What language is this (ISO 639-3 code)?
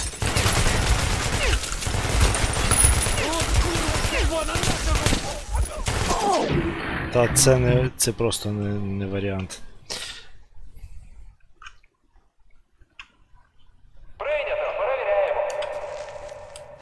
ukr